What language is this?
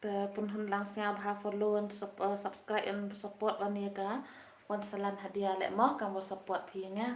Khasi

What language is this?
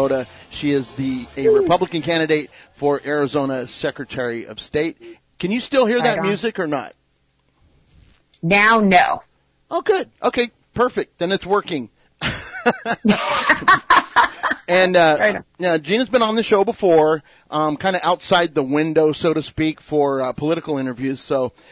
English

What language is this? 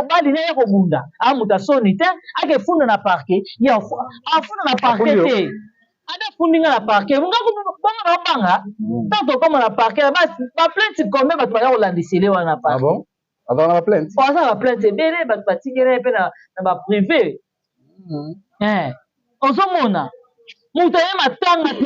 Lingala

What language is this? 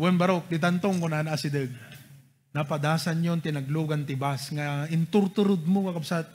Iloko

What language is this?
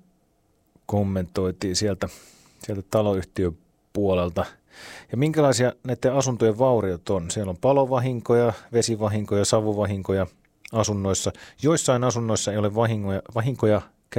Finnish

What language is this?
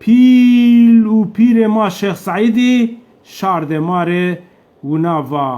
Zaza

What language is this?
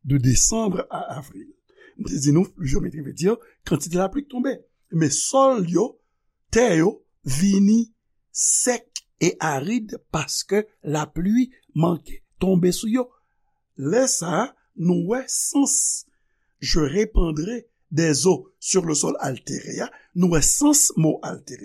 Haitian Creole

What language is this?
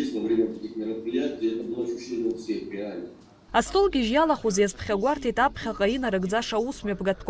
Abkhazian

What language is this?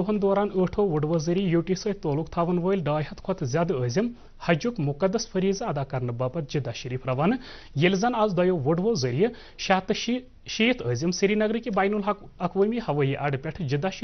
Kashmiri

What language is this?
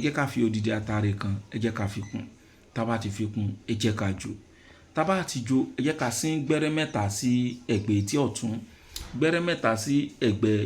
Yoruba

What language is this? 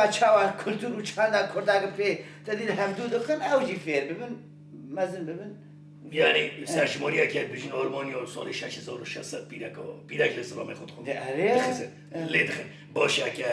Kurdish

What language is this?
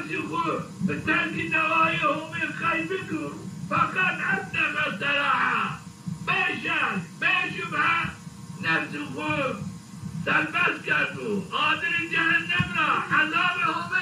Zaza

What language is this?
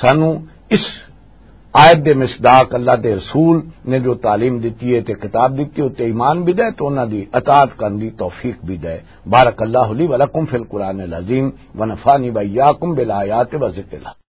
Western Panjabi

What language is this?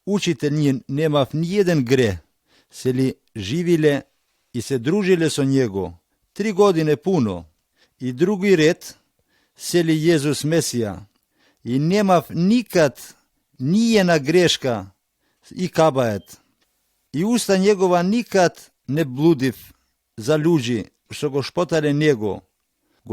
Macedonian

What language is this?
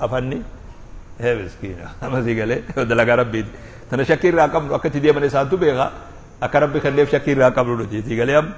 Oromo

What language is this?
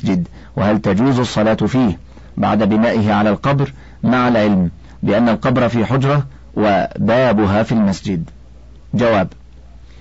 Arabic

